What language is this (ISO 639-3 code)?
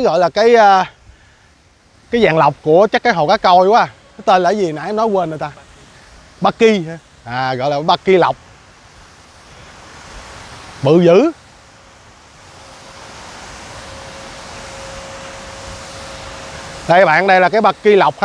vie